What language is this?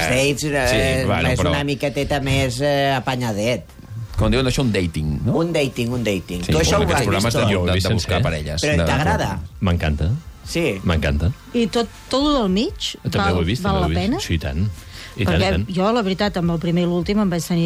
Catalan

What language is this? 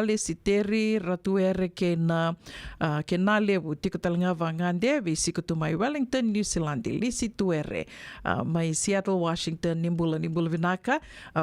Fijian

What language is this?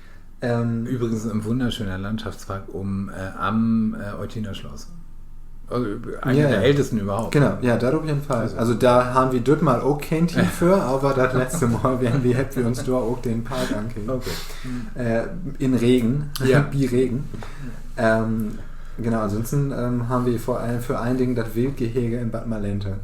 Low German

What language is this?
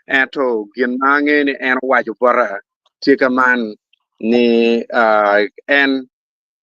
Acoli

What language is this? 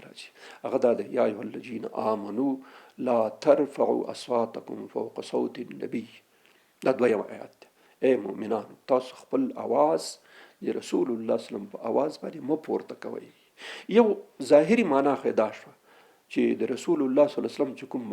Pashto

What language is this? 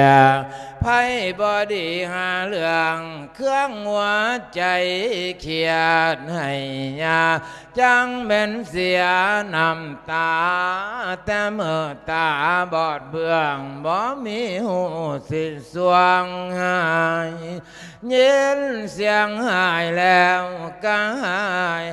Lao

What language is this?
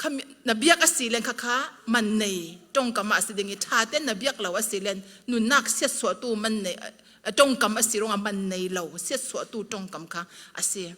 Falam Chin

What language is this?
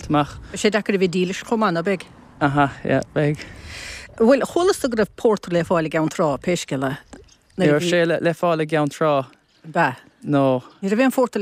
Irish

